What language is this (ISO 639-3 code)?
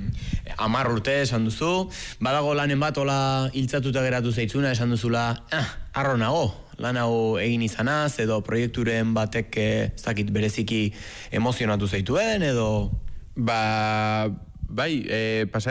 eus